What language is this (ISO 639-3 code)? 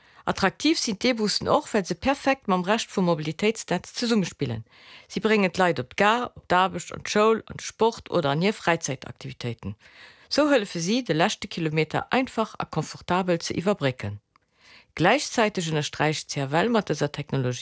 ltz